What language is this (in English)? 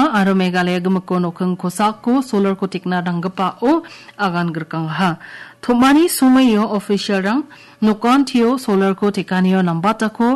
Garo